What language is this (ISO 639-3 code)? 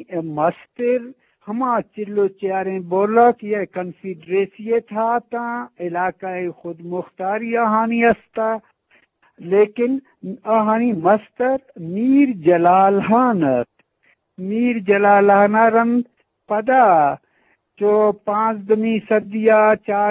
bgp